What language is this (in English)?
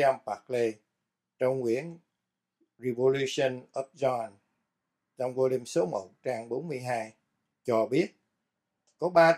Vietnamese